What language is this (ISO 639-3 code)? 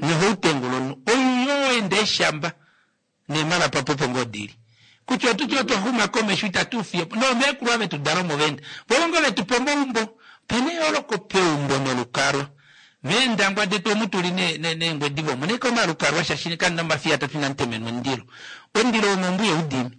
kua